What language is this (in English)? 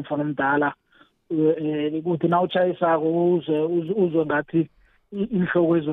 South Ndebele